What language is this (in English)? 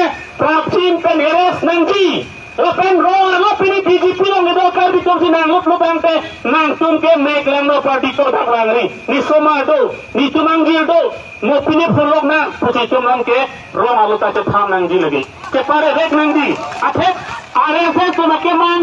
Karbi